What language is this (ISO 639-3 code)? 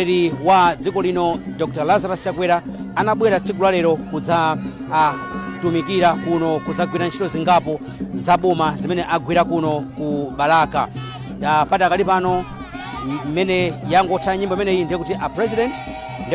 nya